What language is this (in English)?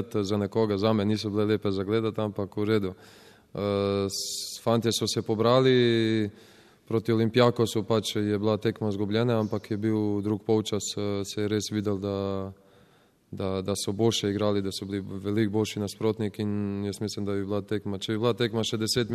Slovenian